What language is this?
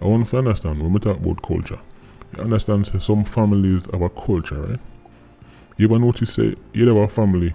Jamaican Creole English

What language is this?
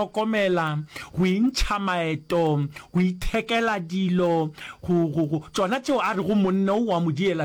Northern Sotho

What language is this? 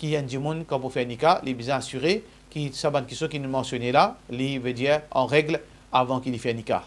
Morisyen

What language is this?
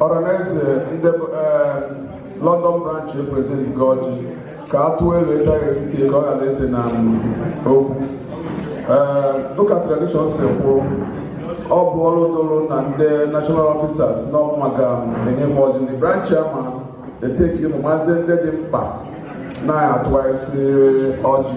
Igbo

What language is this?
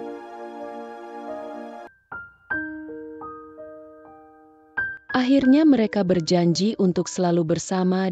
Indonesian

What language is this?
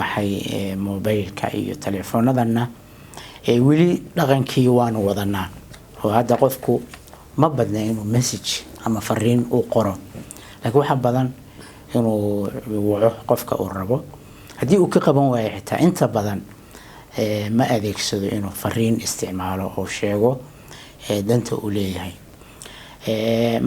Somali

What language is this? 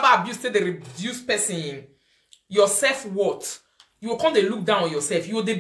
Nigerian Pidgin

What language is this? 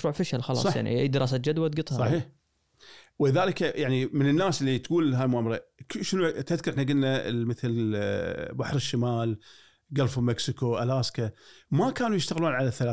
Gulf Arabic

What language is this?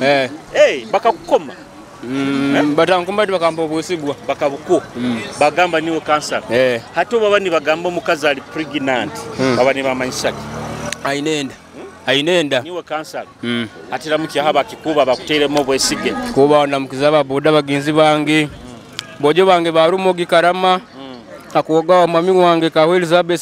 Nyoro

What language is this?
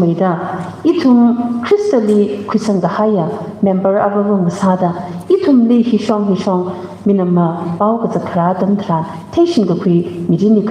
Tangkhul Naga (India)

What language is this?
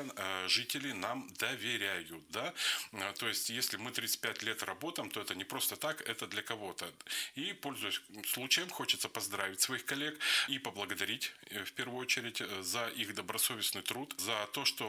Russian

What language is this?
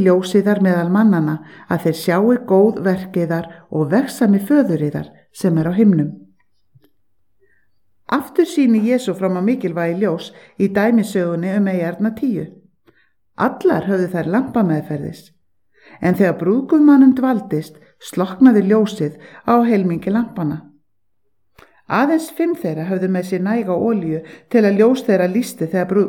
Icelandic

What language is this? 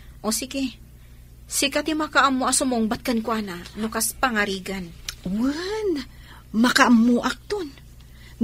Iloko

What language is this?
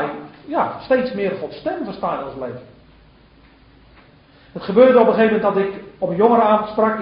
Dutch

